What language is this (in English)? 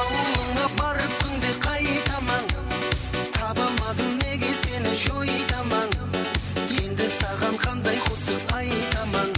Kara-Kalpak